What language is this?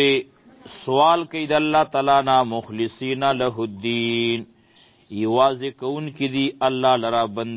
Pashto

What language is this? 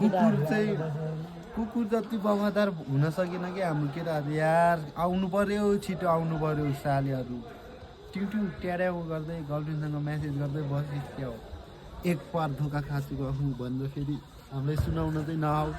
Nepali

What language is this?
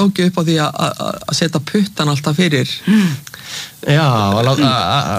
Icelandic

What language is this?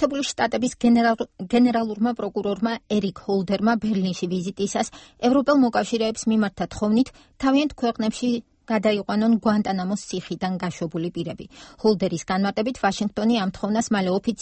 Georgian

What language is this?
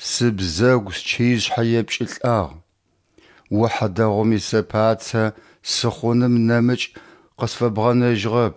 Adyghe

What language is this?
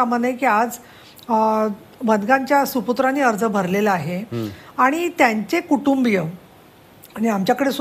Marathi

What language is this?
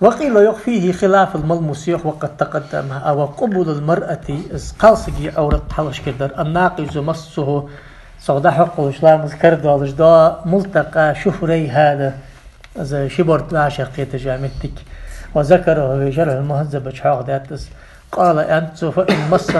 Ingush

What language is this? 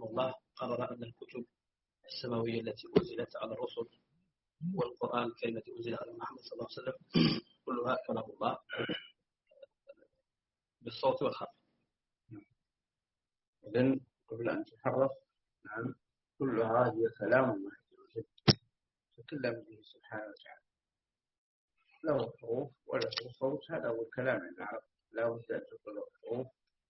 Arabic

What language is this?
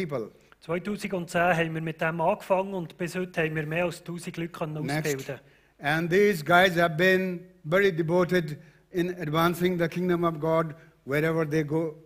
Swiss German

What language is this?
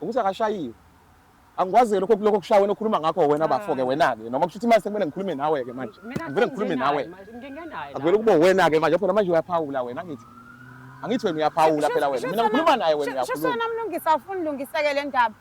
Zulu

